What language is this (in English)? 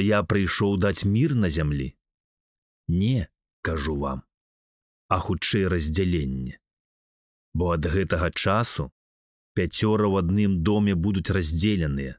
Belarusian